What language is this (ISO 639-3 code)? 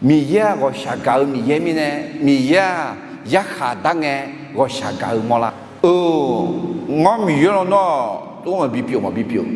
ahk